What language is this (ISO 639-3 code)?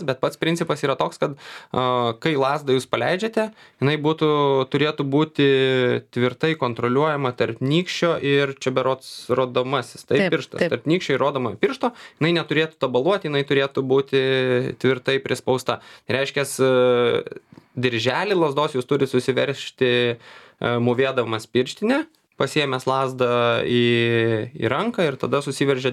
lit